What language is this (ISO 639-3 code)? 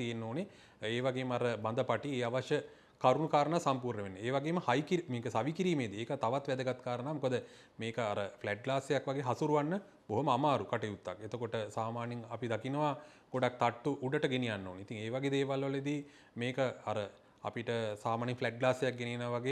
sin